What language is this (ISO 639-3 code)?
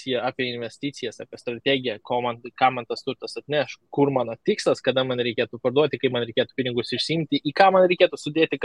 lit